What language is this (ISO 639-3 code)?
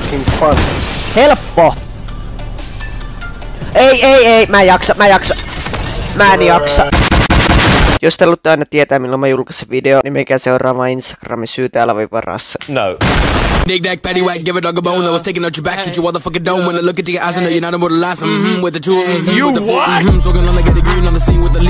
fin